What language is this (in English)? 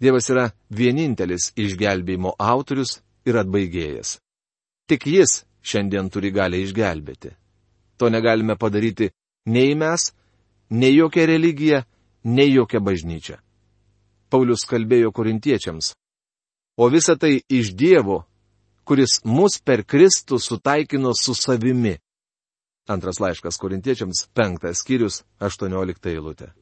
Lithuanian